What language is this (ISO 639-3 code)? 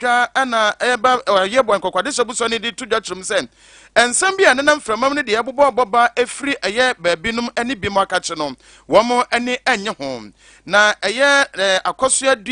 aka